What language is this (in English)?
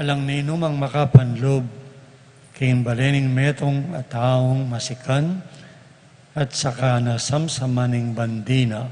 Pampanga